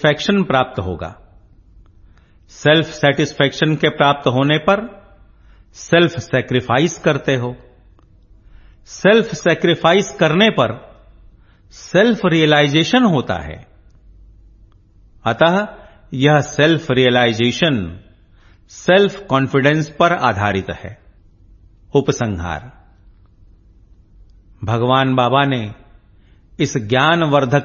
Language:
Hindi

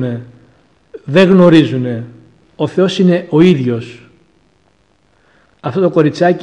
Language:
Greek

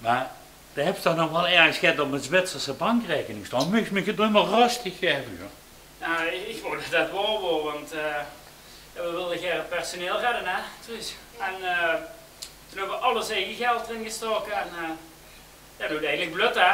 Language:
Limburgish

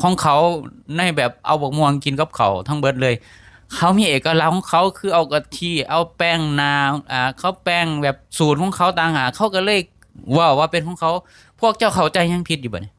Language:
Lao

